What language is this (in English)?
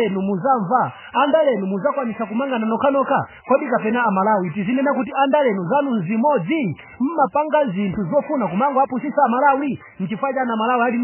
Nyanja